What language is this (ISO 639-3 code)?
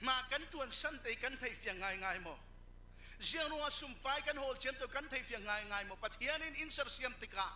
cfm